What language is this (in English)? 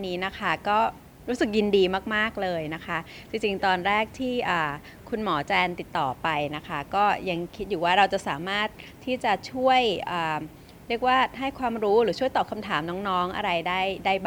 Thai